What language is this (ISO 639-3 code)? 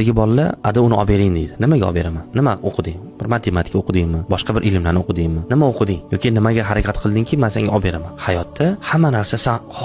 uzb